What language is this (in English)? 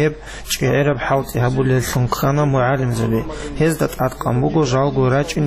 Avaric